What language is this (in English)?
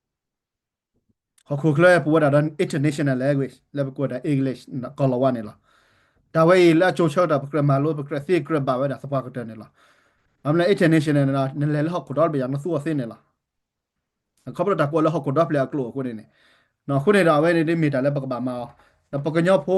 S'gaw Karen